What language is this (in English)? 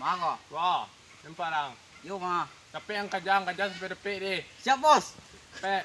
Minangkabau